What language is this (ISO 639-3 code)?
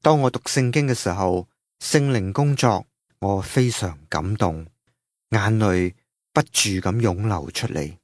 yue